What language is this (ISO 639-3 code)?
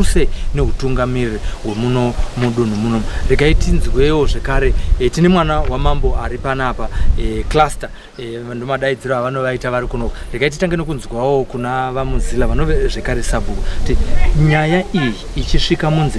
sna